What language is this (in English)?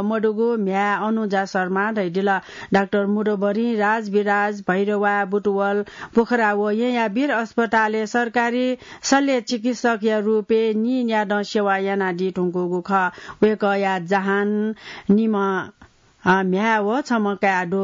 Newari